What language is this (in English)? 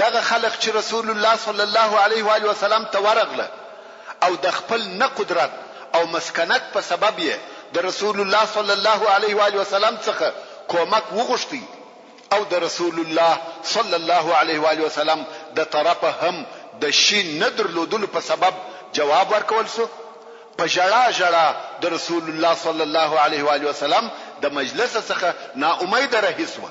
Pashto